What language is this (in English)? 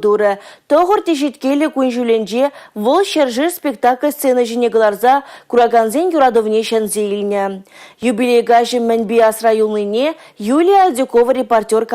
Chuvash